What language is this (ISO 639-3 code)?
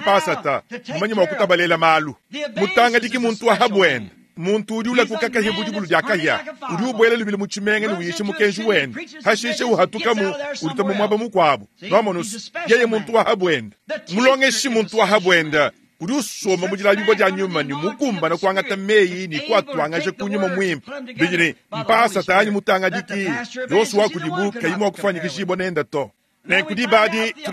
lua